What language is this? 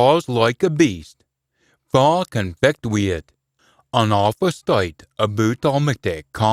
Scots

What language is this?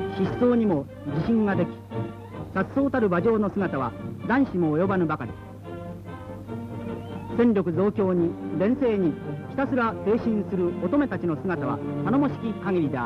Japanese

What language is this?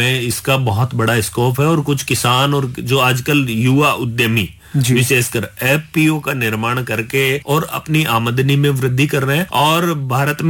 Hindi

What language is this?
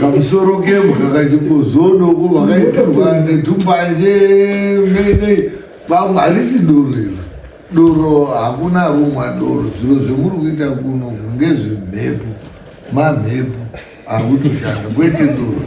Shona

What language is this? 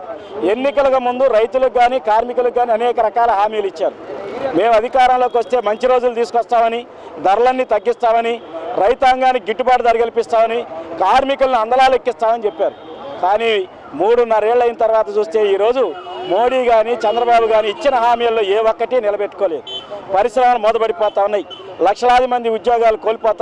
Telugu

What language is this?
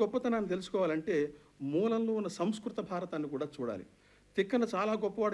Telugu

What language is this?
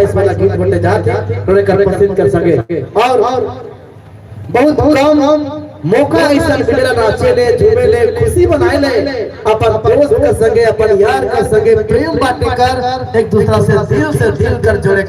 Sadri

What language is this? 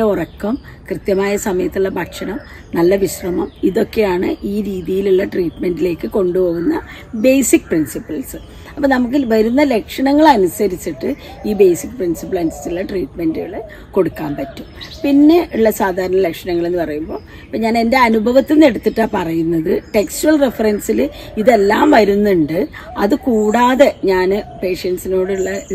Malayalam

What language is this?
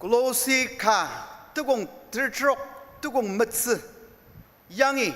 Ao Naga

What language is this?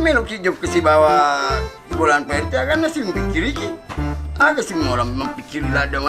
Buginese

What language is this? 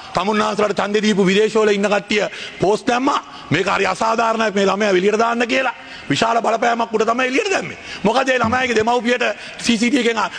Sinhala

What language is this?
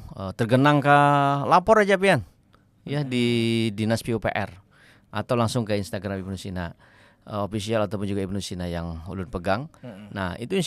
Banjar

